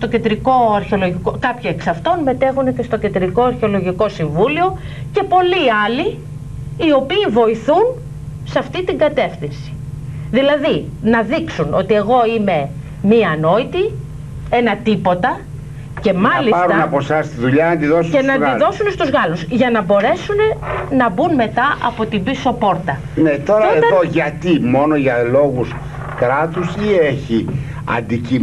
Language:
Greek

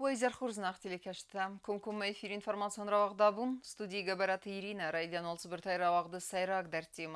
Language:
Ossetic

